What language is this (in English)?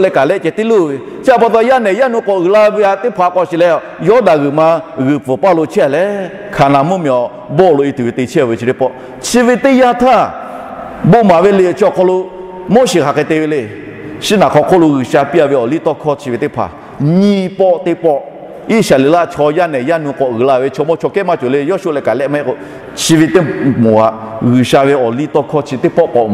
Lahu